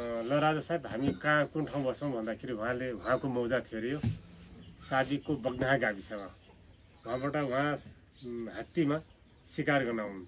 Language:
Nepali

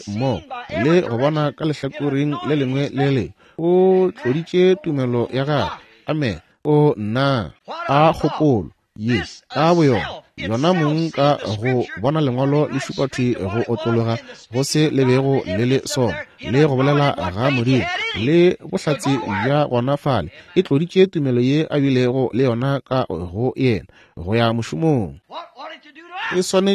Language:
Northern Sotho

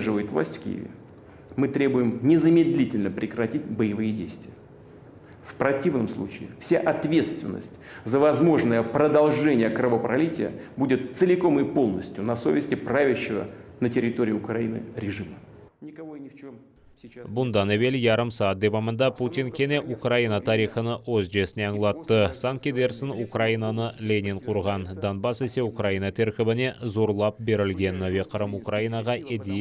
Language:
Crimean Tatar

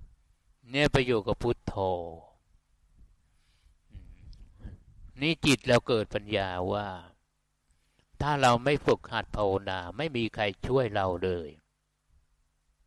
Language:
Thai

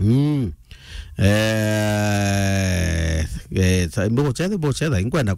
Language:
Meru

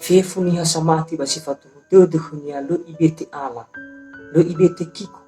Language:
Nias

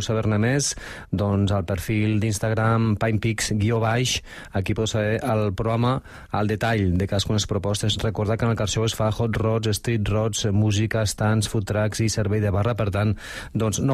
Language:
Catalan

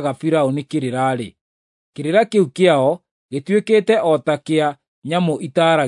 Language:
Kikuyu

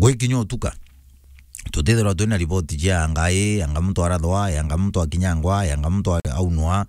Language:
Meru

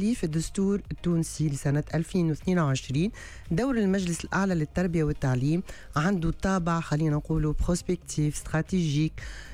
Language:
Tunisian Arabic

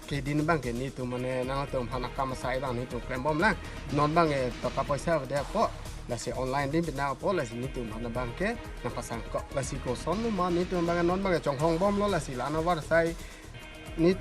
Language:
Karbi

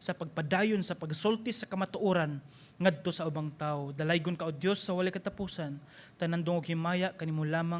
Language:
Cebuano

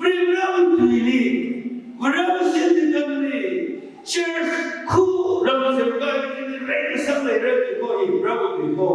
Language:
Tangkhul Naga (India)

